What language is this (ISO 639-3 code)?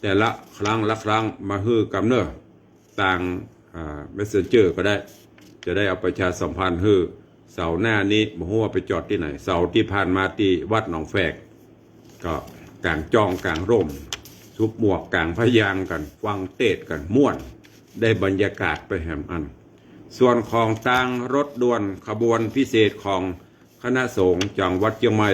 nod